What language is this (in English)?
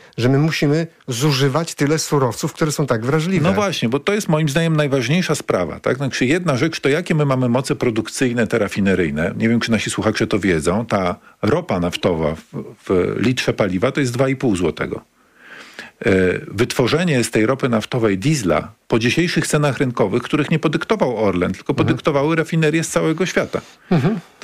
Polish